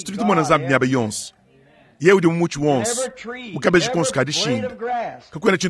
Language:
Luba-Lulua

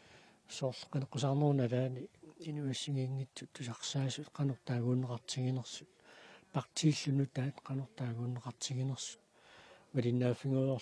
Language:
Kalaallisut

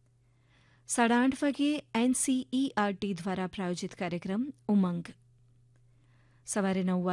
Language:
Gujarati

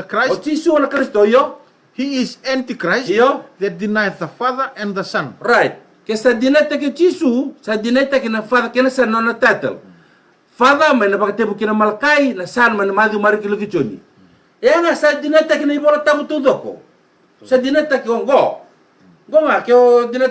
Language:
Fijian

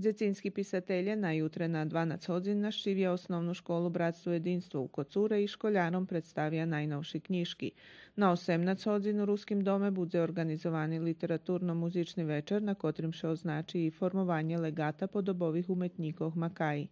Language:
Rusyn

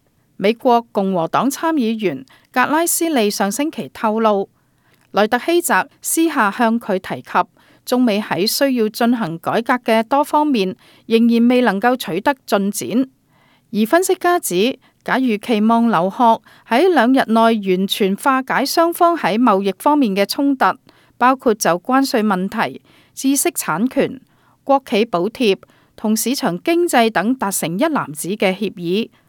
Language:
Cantonese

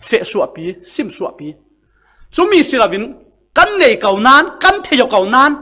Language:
Falam Chin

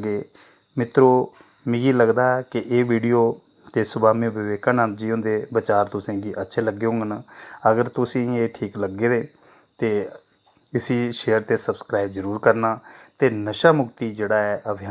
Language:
Dogri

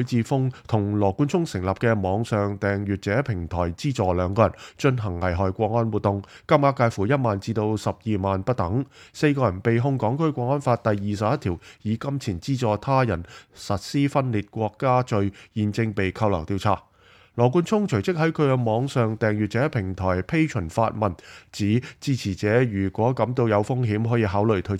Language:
Cantonese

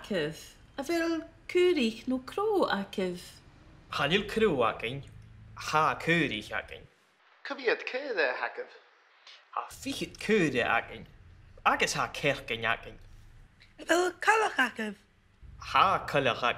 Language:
Scottish Gaelic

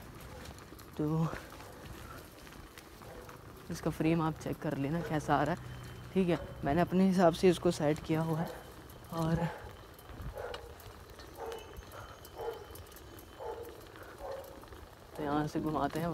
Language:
Hindi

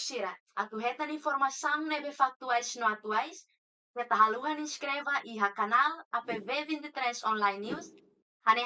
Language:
Tetum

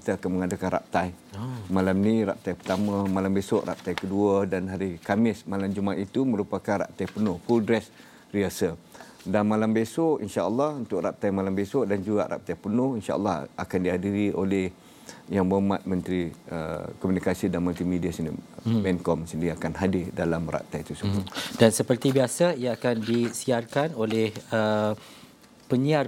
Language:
Malay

